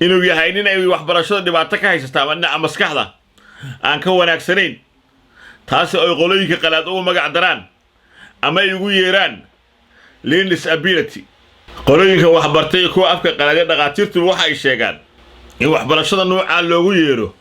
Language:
Somali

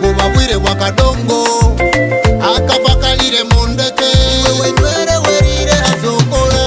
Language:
Nyoro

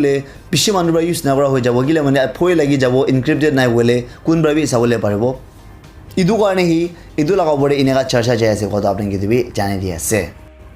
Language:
Naga Pidgin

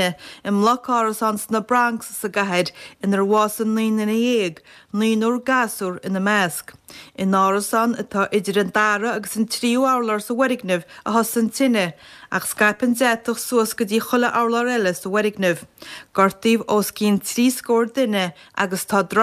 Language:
Irish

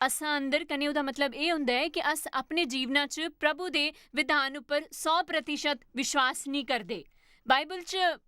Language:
Dogri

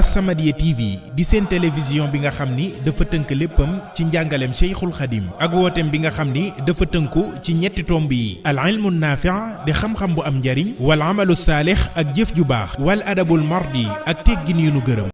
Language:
Wolof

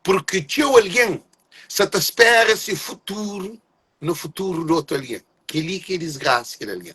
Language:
Kabuverdianu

